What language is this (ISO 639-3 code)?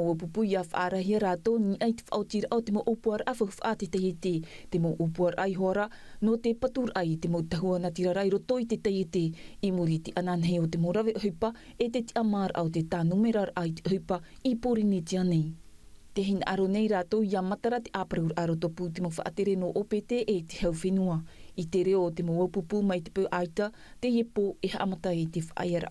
tah